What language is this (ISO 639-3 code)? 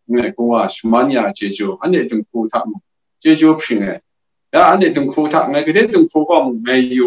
kac